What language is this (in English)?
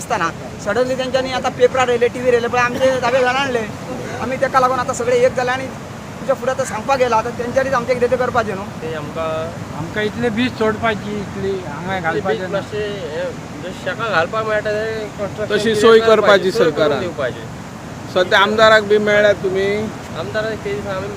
Konkani